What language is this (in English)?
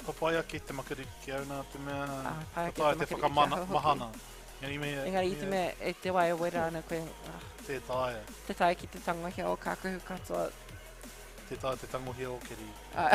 Māori